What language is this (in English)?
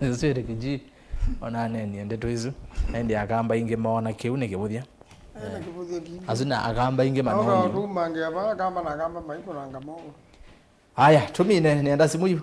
Kamba